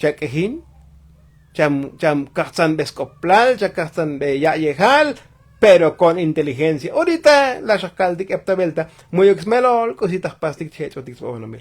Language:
Tzotzil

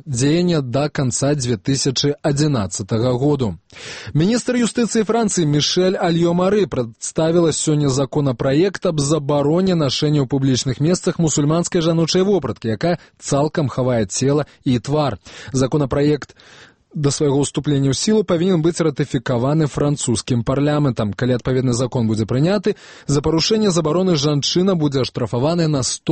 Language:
Belarusian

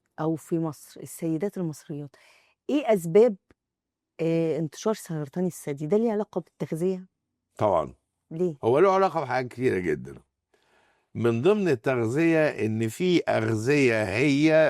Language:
Egyptian Arabic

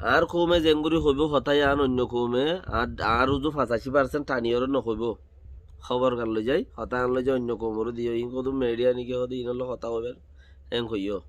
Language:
Rohingya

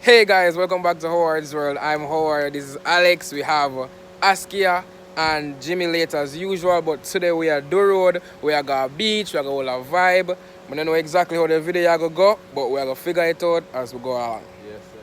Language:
Jamaican Creole English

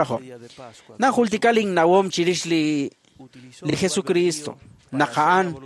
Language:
Kekchí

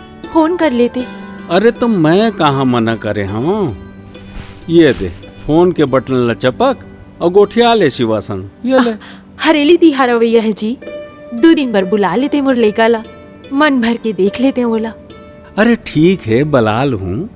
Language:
Chhattisgarhi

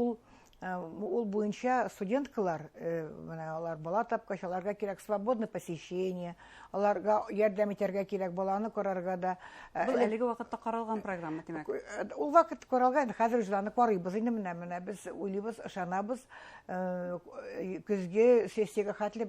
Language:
Bashkir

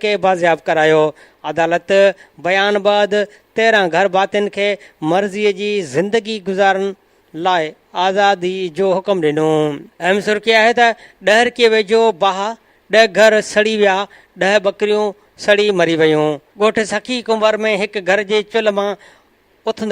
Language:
Sindhi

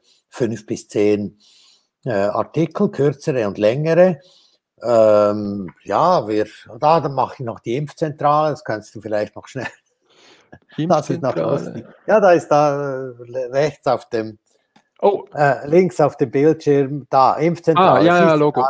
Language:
German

